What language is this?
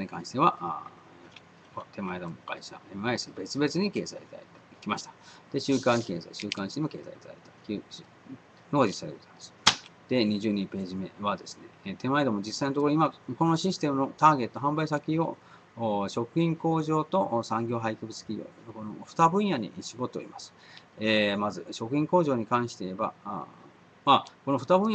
Japanese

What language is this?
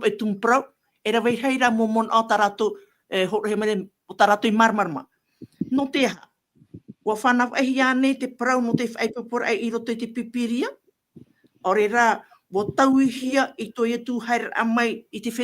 Tahitian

